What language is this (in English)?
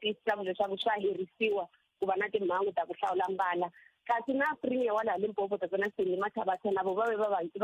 Tsonga